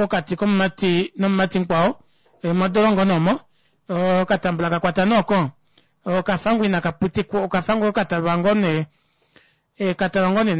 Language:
Kuanyama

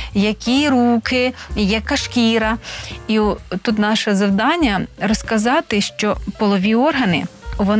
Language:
Ukrainian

